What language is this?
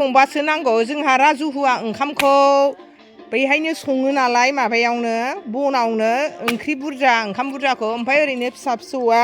Bodo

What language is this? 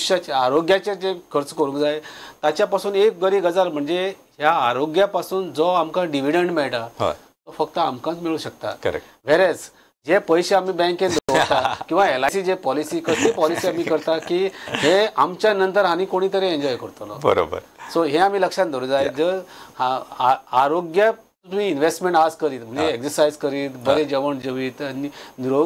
Konkani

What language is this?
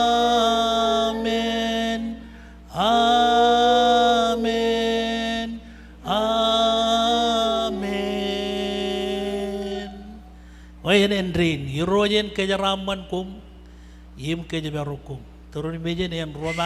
Marshallese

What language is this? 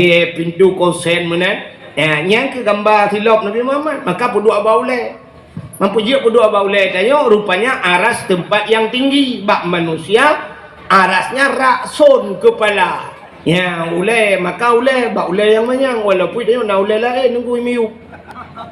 Achinese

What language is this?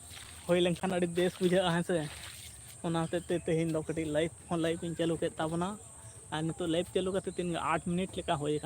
Santali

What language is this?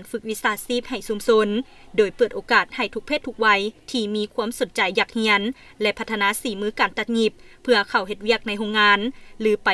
Lao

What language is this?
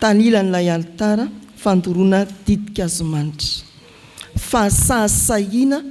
Malagasy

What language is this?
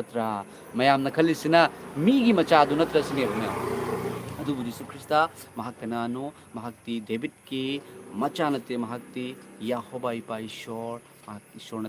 Manipuri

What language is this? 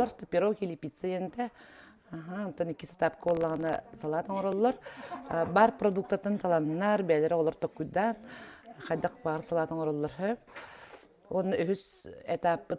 Yakut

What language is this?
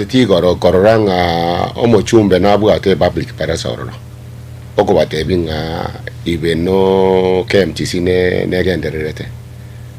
Gusii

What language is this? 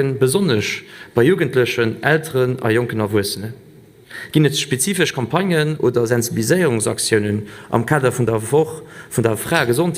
Luxembourgish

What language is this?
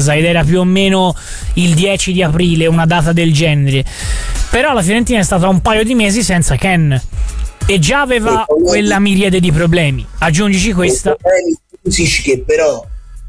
Italian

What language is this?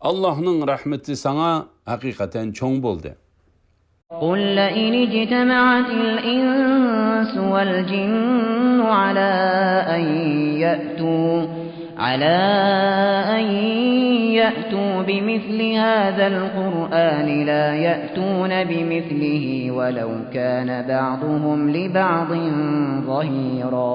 Uyghur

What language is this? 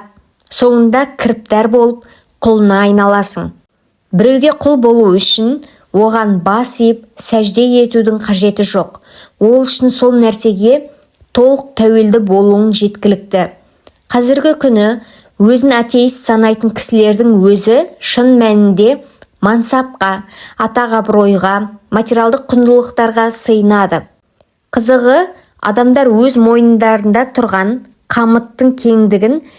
Kazakh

